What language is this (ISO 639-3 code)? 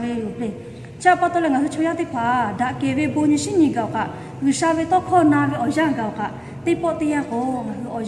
lhu